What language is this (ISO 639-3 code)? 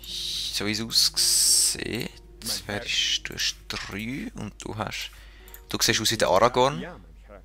gsw